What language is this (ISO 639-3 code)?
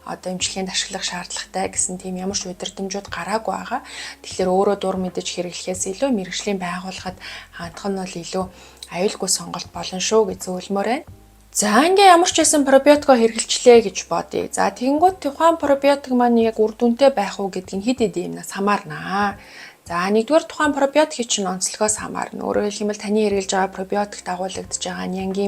mon